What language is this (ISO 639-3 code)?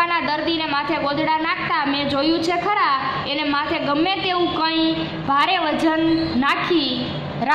guj